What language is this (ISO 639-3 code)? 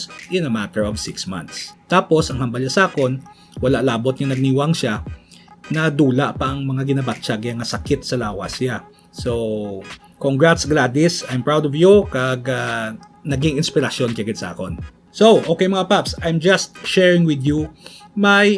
hil